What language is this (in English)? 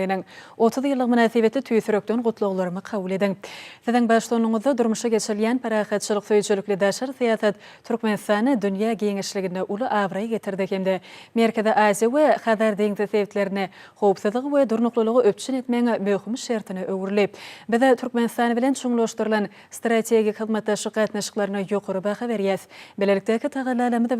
Turkmen